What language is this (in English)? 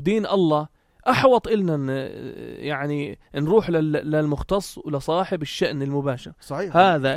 North Levantine Arabic